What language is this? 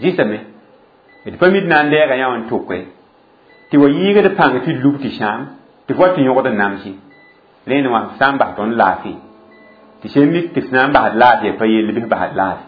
Mossi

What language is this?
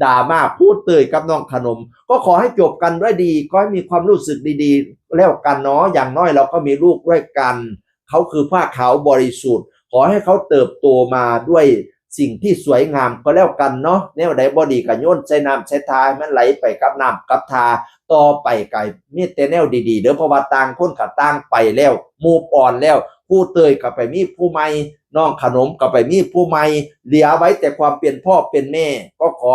Northeastern Thai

